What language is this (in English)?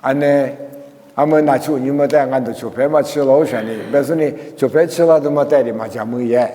Lisu